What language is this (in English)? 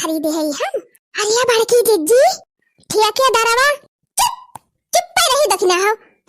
Awadhi